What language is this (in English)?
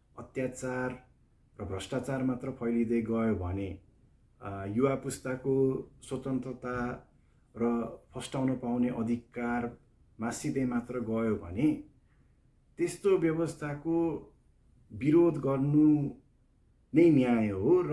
Nepali